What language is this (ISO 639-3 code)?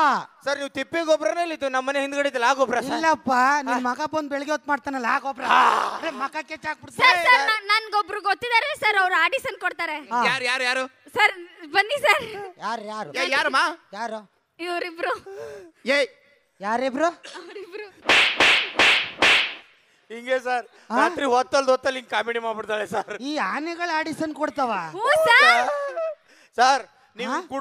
kan